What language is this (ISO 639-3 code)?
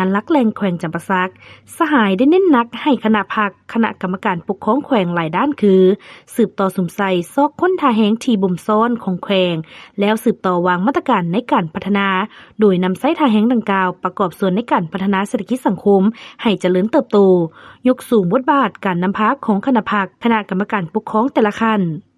lao